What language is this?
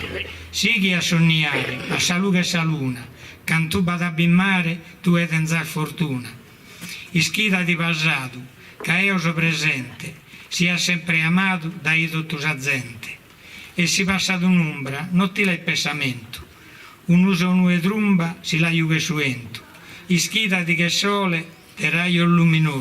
Sardinian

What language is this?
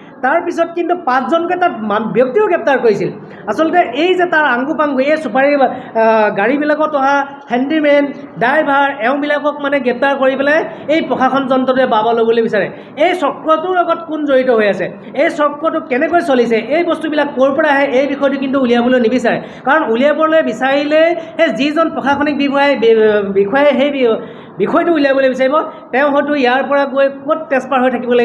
Assamese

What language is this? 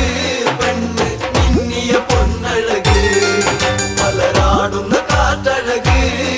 Malayalam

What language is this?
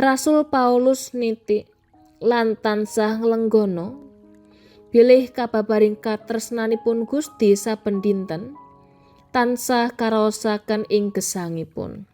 Javanese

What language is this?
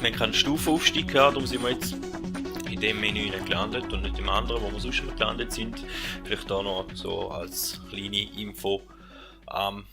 Swiss German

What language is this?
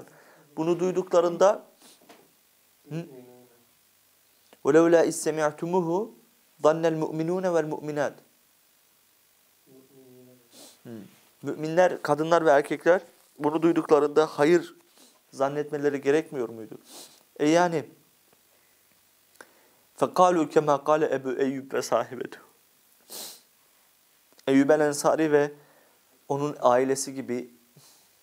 Turkish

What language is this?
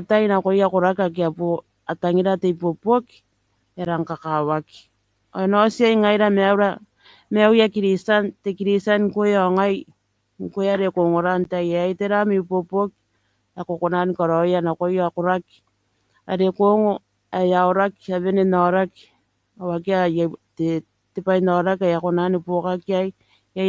Gilbertese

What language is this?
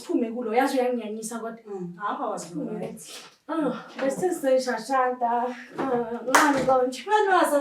Zulu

